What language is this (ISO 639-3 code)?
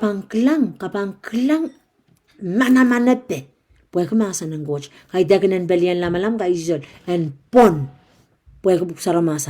pon